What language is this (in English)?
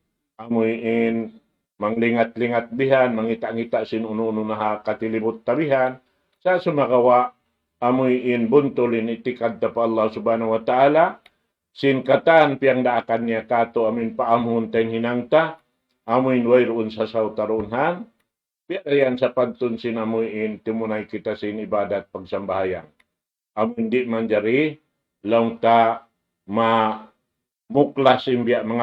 Tausug